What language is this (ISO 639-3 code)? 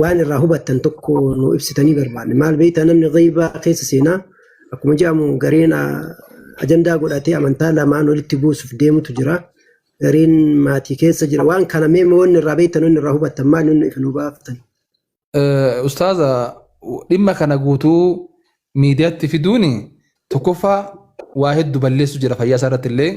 orm